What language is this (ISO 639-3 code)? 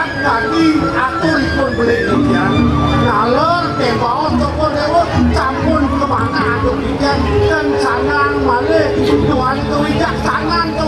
ban